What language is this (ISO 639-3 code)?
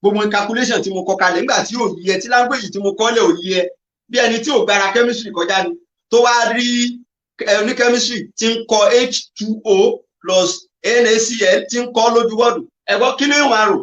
yor